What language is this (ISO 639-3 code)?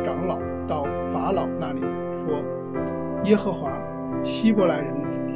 zho